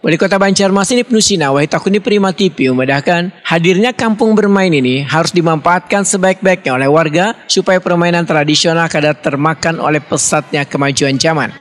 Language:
Banjar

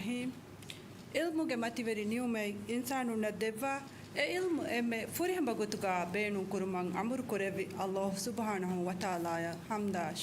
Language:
Divehi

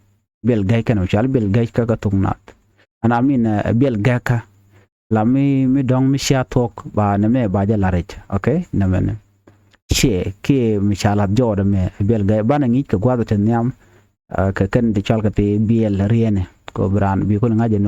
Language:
Nuer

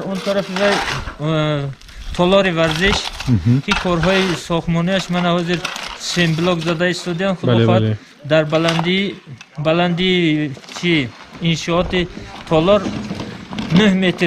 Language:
Tajik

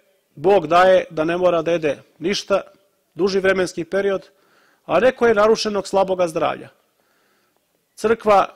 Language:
Serbian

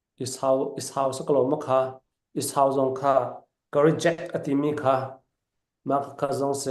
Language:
Falam Chin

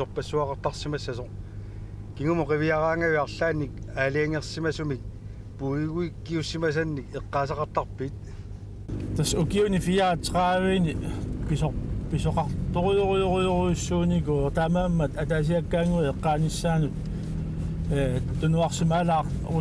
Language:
Kalaallisut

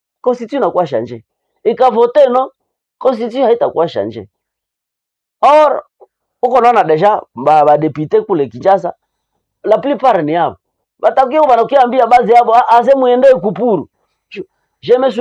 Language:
Swahili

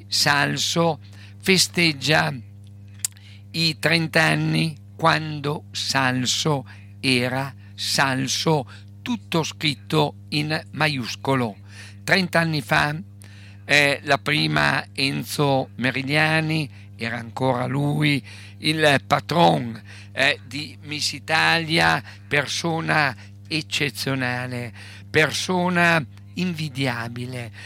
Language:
Italian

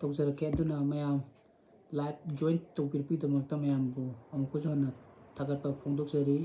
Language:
Manipuri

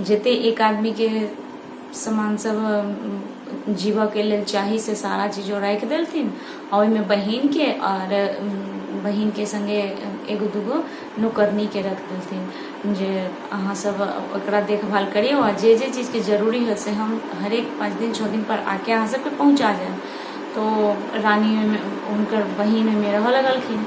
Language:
Maithili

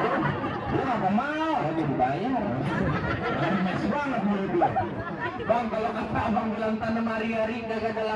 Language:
Betawi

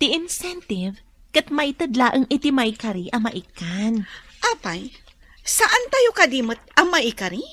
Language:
Iloko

